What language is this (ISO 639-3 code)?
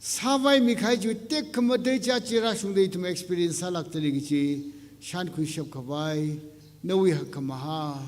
nmf